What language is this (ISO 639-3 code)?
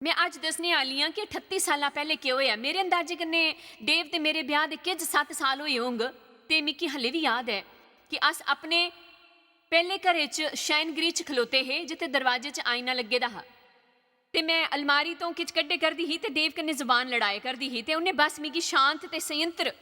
doi